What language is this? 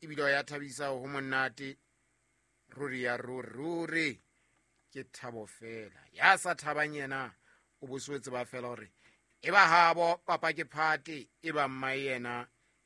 Southern Sotho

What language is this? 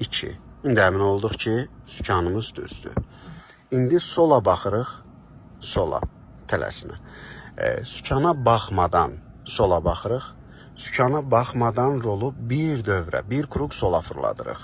Azerbaijani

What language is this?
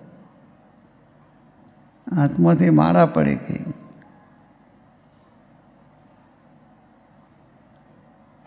Gujarati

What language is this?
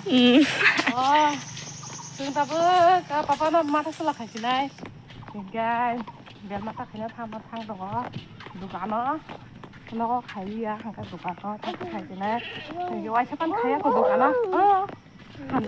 Kok Borok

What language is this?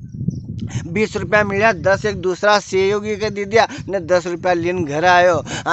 Rajasthani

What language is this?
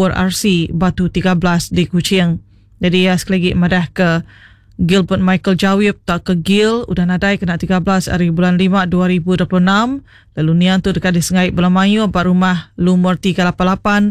Iban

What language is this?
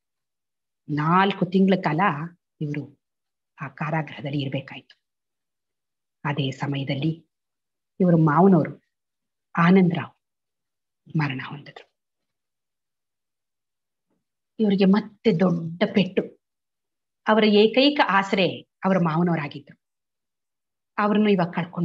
Kannada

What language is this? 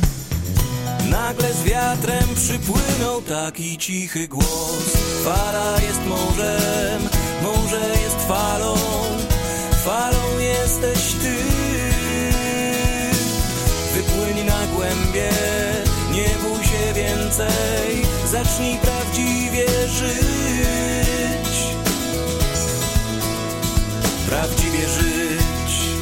Polish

